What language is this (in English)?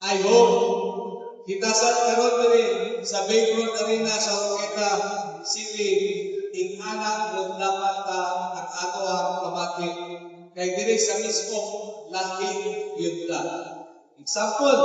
Cebuano